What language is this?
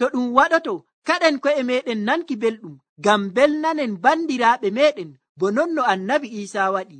Nigerian Fulfulde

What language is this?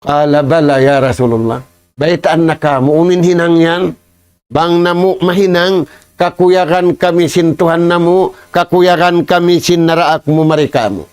Tausug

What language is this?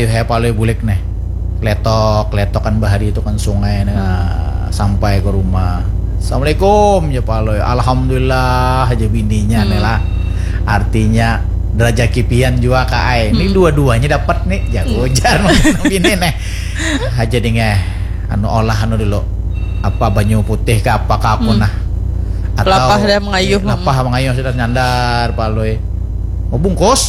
Banjar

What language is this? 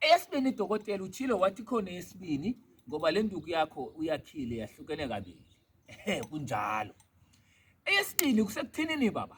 Zulu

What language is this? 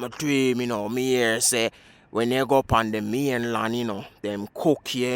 Jamaican Creole English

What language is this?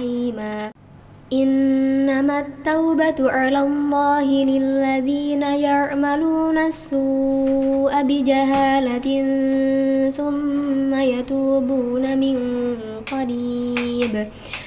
Arabic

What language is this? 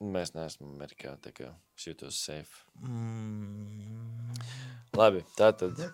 Latvian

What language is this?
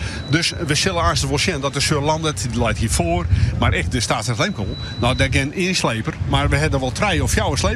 Western Frisian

